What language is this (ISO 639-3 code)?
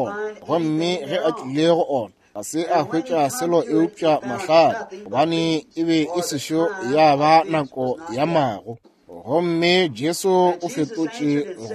nso